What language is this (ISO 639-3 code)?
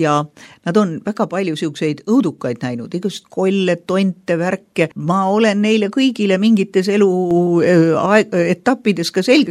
est